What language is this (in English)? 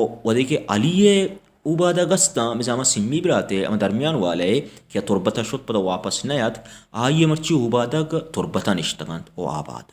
Baluchi